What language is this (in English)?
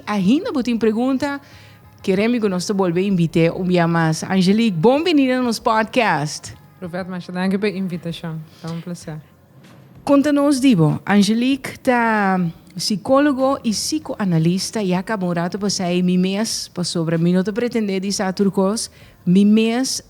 Papiamento